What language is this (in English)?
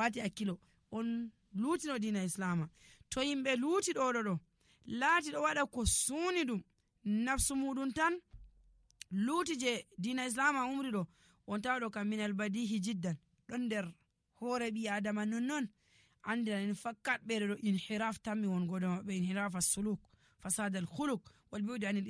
Nigerian Fulfulde